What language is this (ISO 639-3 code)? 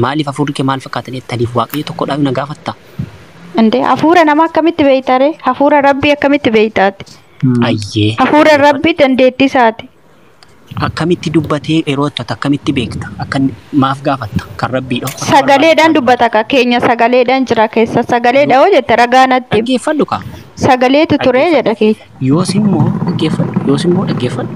orm